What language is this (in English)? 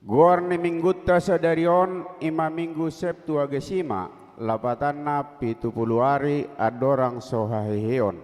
Batak Toba